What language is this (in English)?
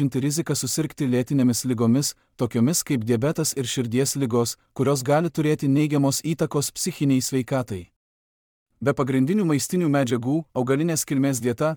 Lithuanian